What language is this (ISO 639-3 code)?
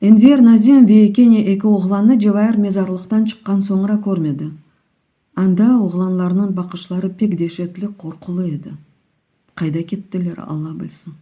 crh